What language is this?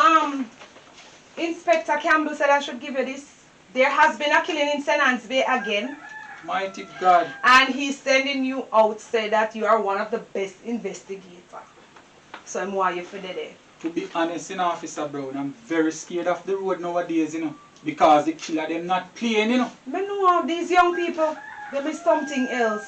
Jamaican Creole English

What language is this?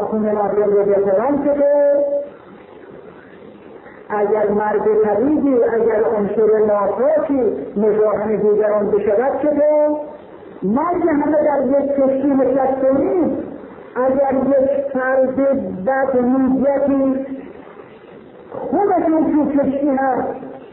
Persian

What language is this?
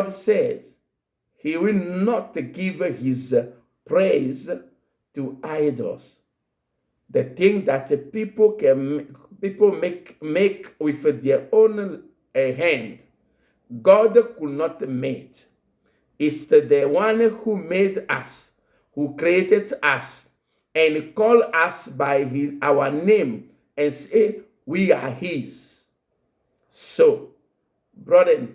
Ewe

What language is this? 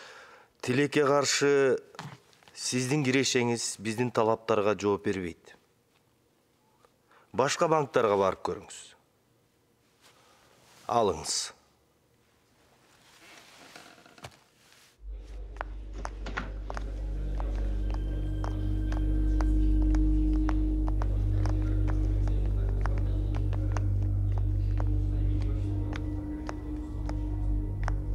Kyrgyz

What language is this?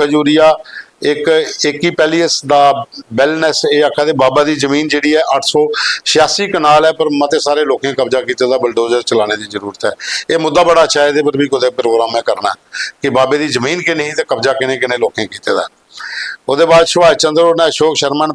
Dogri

